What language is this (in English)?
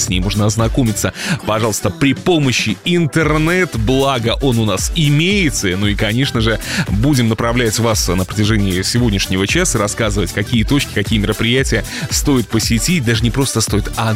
Russian